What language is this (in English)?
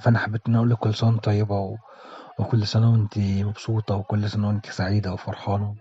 Egyptian Arabic